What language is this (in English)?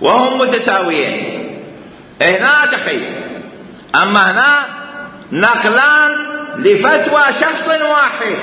Mesopotamian Arabic